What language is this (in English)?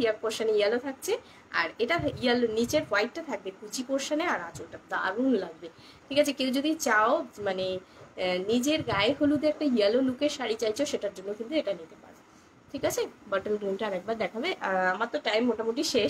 Bangla